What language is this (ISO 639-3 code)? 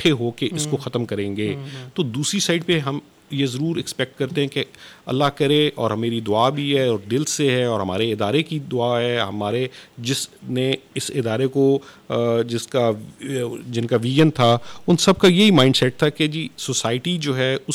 urd